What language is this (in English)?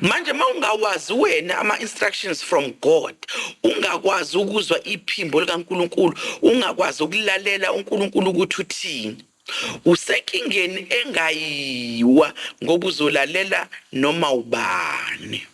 Zulu